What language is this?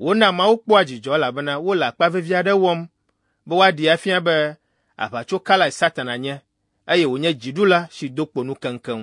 Ewe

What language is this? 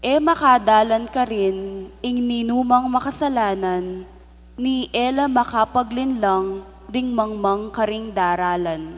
Pampanga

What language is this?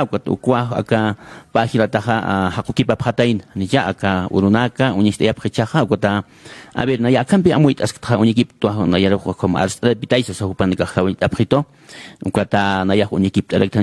Aymara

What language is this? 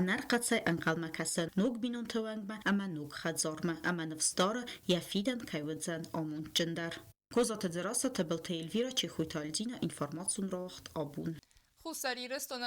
Ossetic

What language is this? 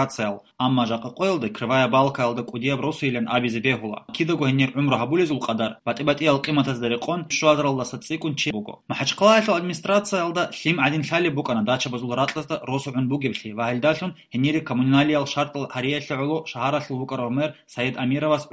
Avaric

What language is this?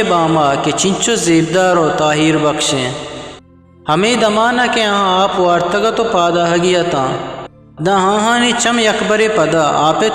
Eastern Balochi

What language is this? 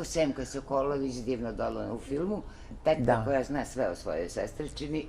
Serbian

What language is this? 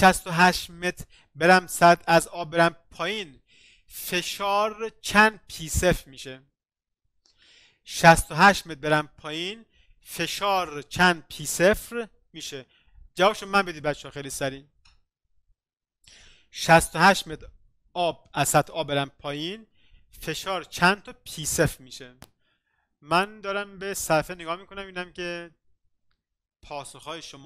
Persian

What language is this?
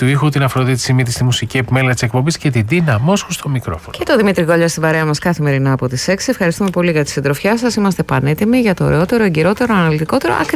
Greek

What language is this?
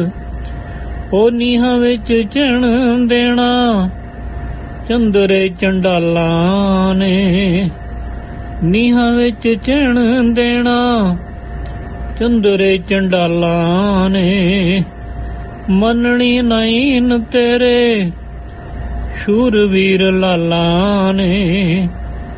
Punjabi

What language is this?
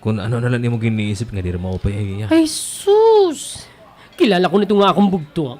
Waray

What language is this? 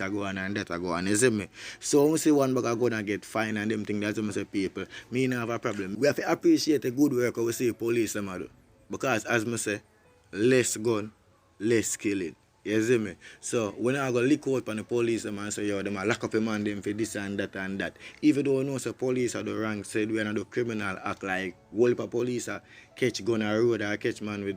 Jamaican Creole English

